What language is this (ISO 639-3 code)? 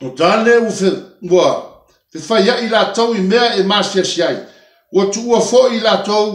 smo